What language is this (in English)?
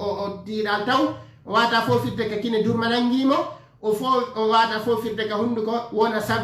Fula